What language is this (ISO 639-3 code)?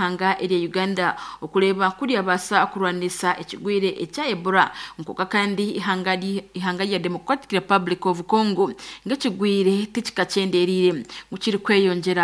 nyn